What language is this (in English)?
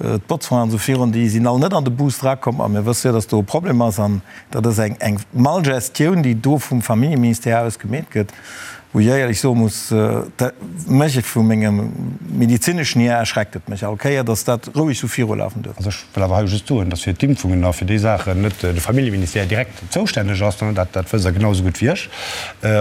Luxembourgish